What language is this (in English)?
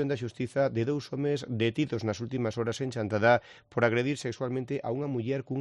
Galician